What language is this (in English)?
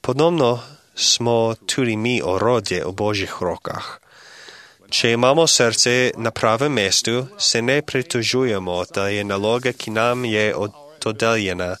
Slovenian